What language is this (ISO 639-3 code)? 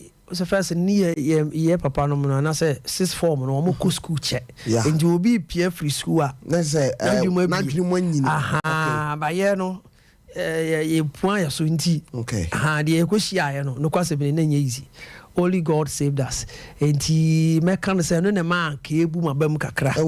aka